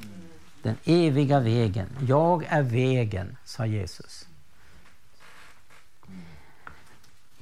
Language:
Swedish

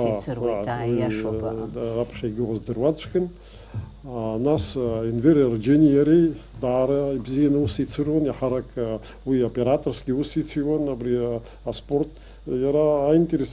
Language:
Abkhazian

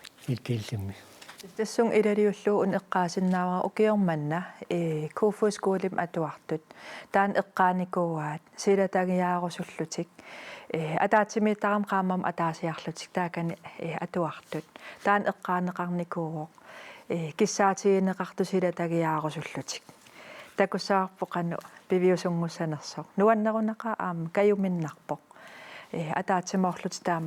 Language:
Kalaallisut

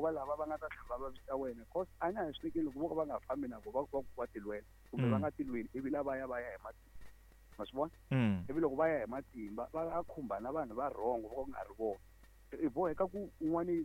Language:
Tsonga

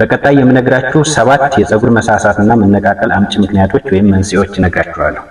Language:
Amharic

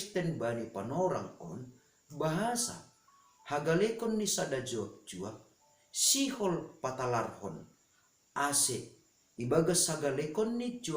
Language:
Batak Simalungun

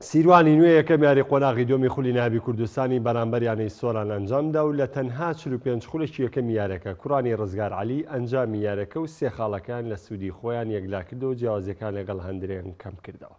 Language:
Central Kurdish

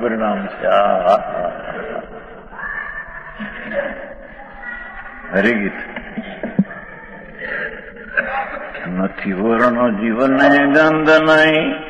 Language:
Gujarati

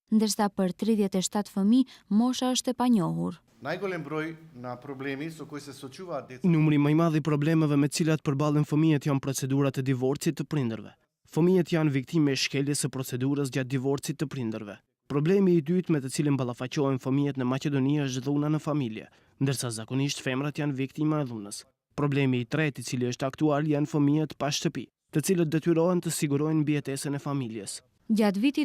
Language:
Albanian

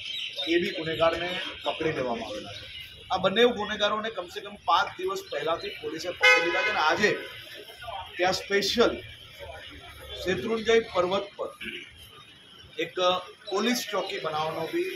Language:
Gujarati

